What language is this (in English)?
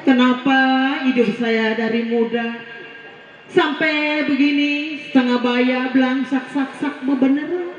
Betawi